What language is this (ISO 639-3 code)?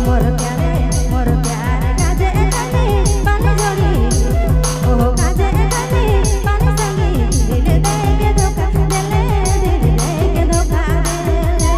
sck